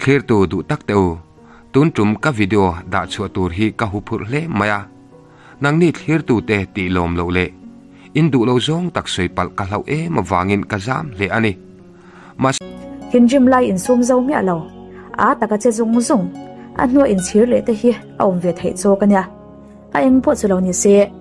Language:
Mizo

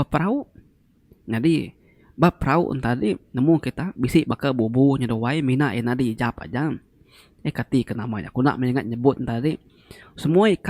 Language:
Iban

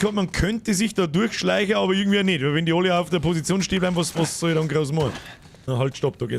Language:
Bavarian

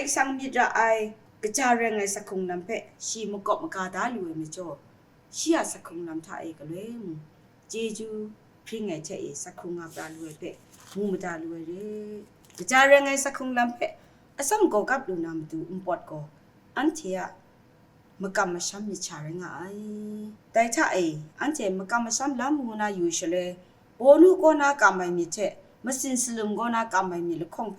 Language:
Kachin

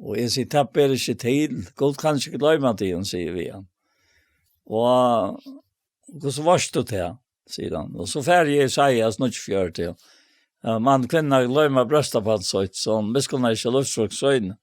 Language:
Faroese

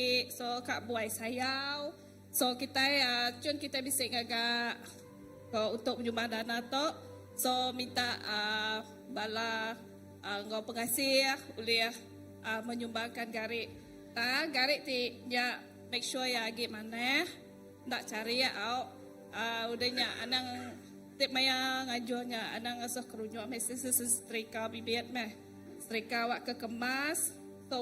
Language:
Iban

